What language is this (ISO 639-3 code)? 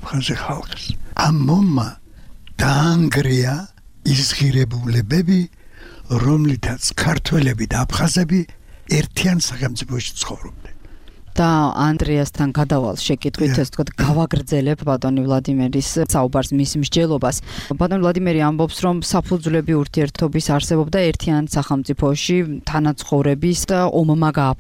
kat